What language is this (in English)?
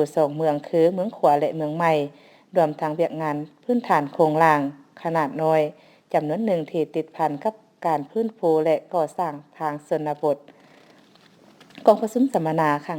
Lao